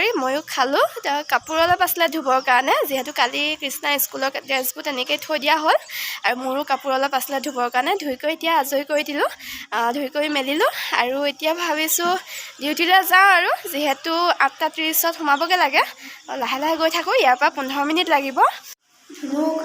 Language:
Assamese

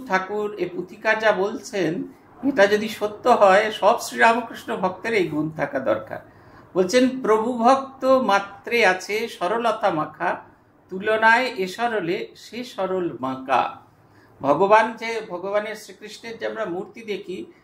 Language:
Bangla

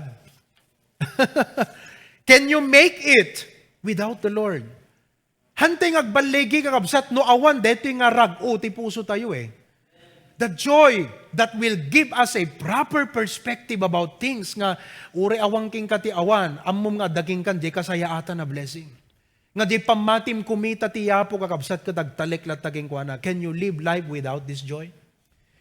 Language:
Iloko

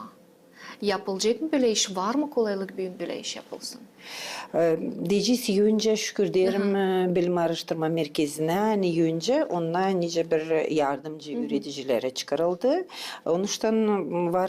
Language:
Gagauz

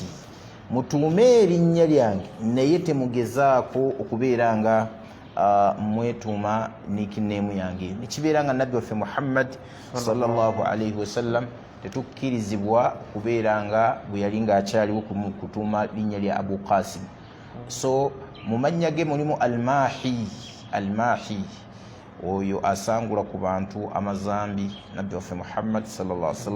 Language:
Ganda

